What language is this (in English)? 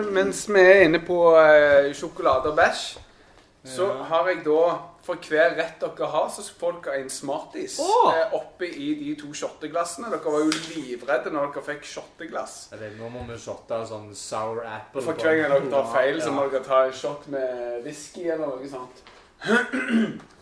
Norwegian